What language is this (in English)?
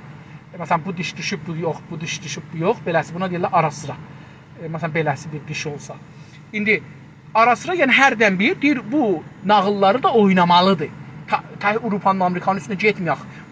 South Azerbaijani